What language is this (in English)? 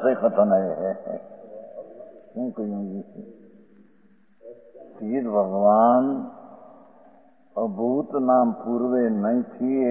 Gujarati